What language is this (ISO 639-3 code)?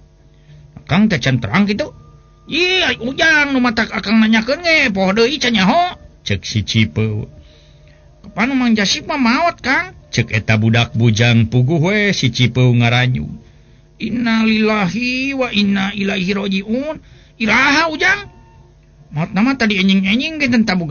sun